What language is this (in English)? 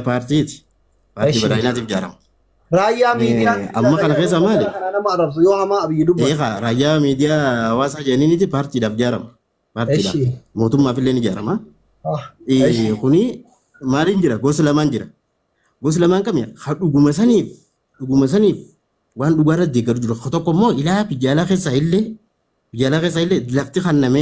Oromo